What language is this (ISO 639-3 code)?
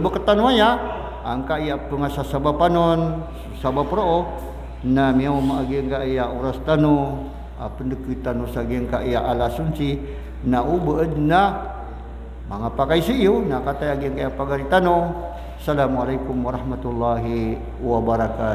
mrw